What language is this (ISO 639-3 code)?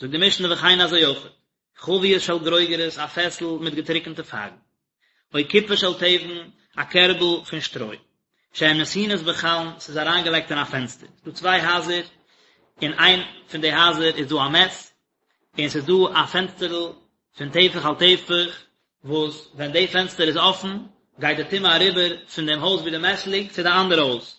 yid